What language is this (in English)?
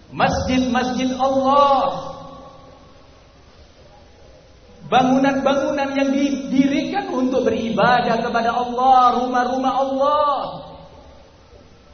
Indonesian